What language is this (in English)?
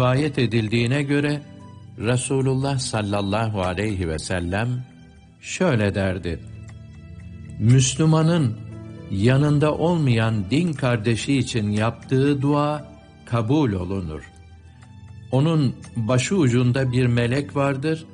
Turkish